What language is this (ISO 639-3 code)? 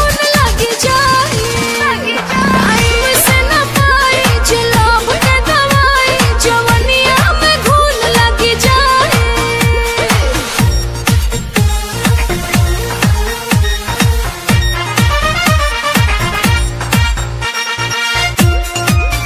bho